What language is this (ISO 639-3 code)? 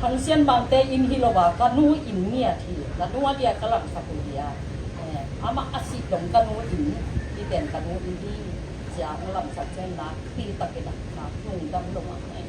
ctd